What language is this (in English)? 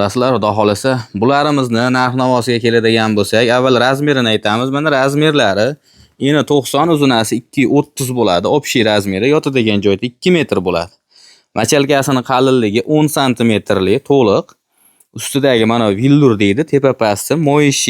Uzbek